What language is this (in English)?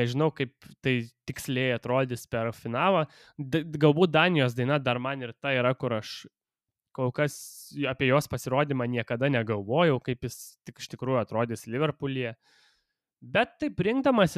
Lithuanian